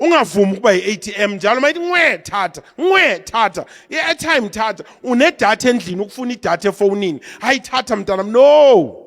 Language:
Zulu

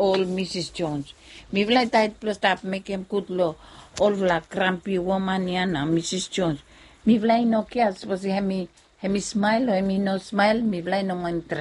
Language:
Bislama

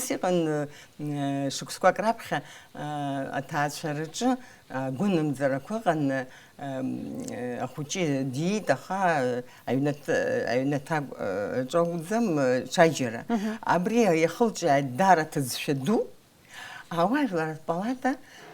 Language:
Abkhazian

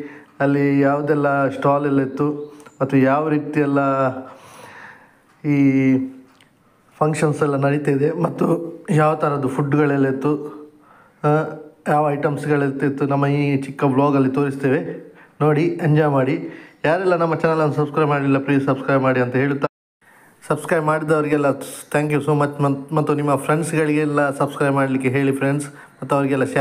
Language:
Kannada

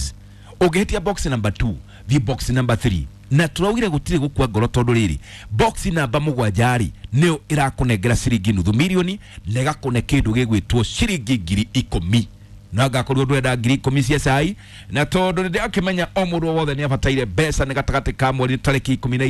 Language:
Kikuyu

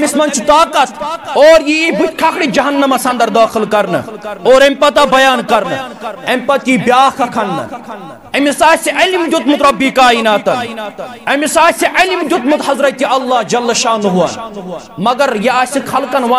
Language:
Kashmiri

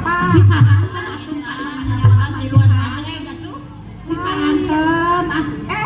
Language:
Sundanese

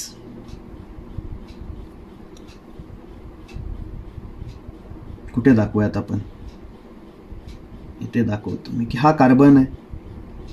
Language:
Marathi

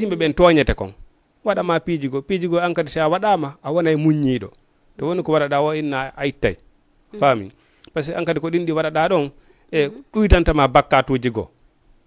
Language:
Fula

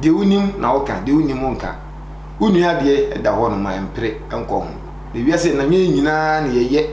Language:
Akan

